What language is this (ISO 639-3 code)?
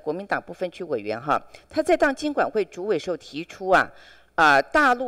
zho